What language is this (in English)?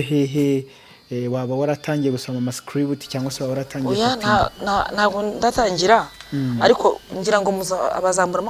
Kinyarwanda